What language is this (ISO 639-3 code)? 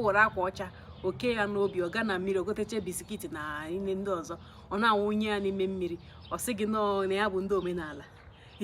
ibo